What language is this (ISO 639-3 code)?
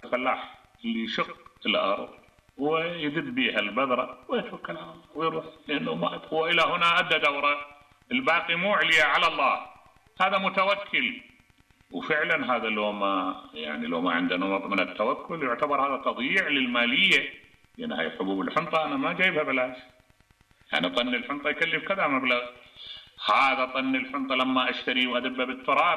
acm